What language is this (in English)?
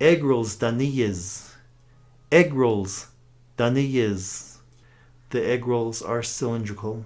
Navajo